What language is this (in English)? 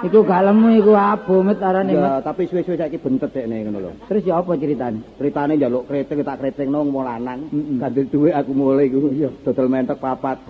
Javanese